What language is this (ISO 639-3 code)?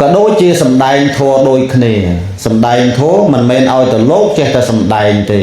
khm